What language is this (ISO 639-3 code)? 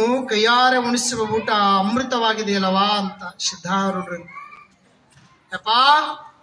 kan